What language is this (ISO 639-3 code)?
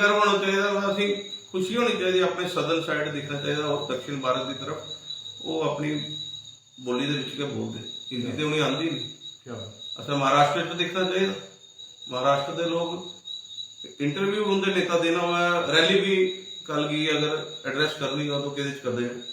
doi